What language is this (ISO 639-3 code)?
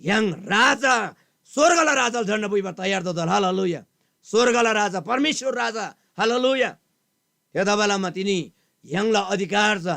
taj